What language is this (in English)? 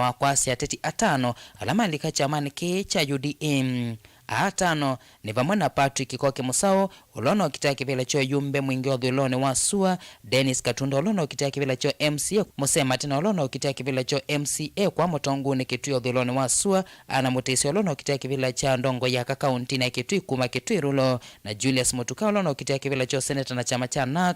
Kamba